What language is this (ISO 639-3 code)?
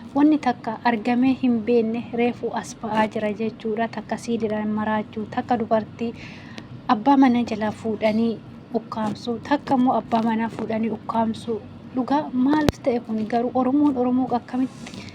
orm